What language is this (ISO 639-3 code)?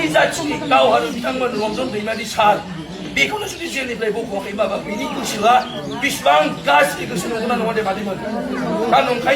brx